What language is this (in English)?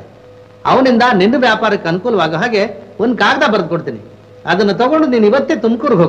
Kannada